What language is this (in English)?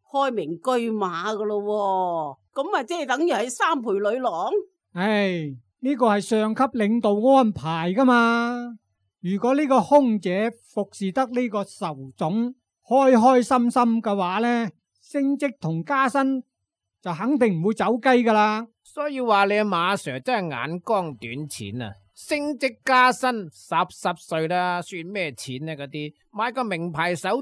Cantonese